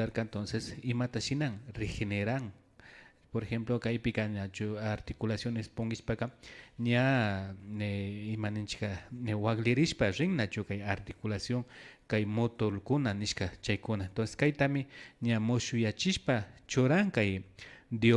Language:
Imbabura Highland Quichua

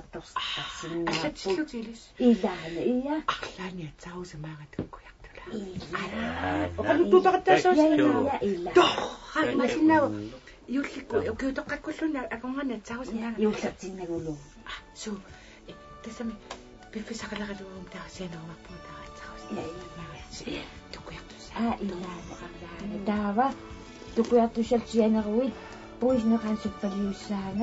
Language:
Kalaallisut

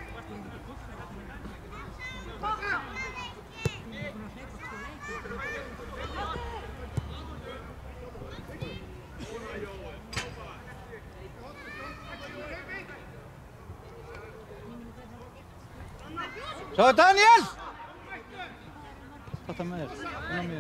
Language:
Icelandic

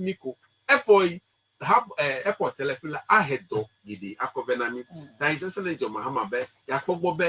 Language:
Ewe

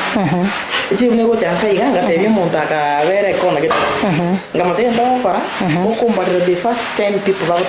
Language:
Gusii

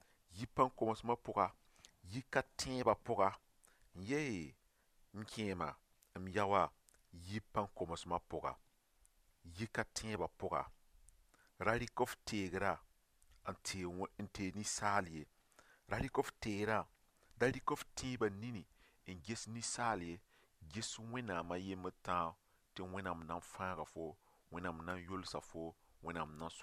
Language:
Mossi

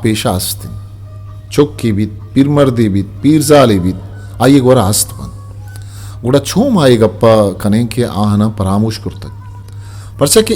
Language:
Eastern Balochi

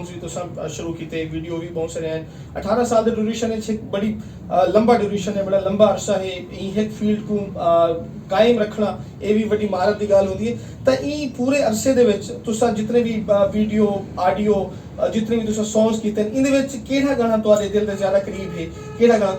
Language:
Saraiki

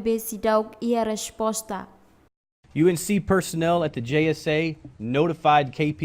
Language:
Tetum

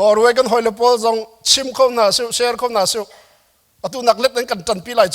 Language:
Hakha Chin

